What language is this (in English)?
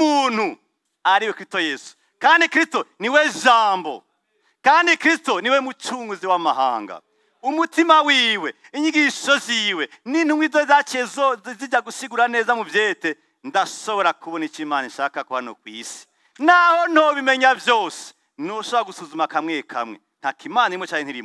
Rundi